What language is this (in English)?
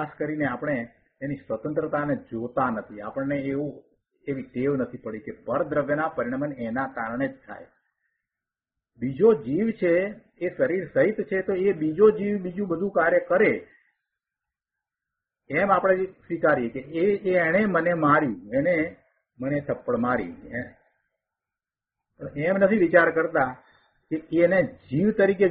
Gujarati